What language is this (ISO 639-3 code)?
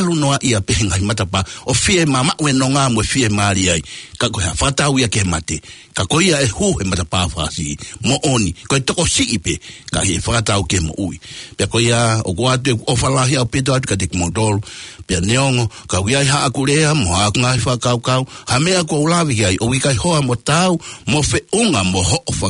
ton